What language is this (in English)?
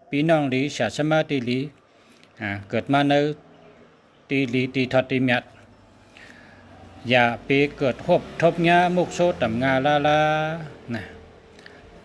Shan